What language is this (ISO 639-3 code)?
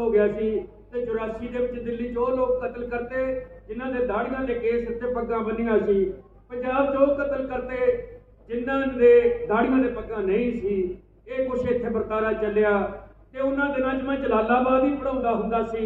pan